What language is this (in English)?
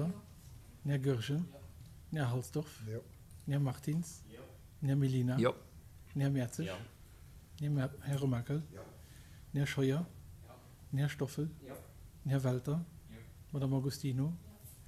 Luxembourgish